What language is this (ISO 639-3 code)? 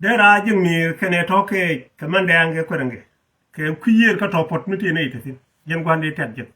nus